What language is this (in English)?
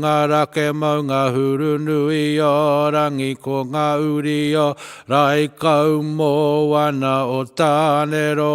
Māori